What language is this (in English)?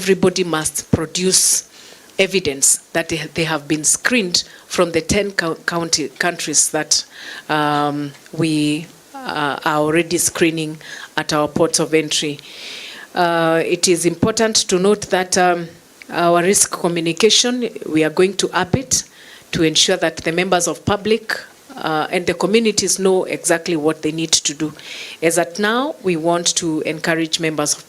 Meru